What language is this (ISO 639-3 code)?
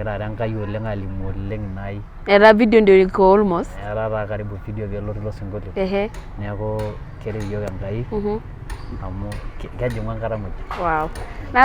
mas